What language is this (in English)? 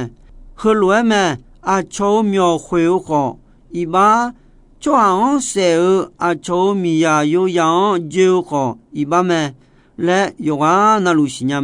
Akha